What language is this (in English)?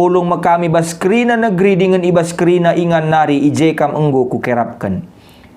Batak Karo